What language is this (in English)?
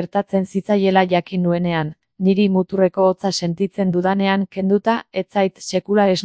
Basque